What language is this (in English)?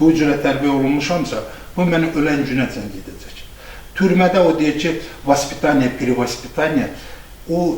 Azerbaijani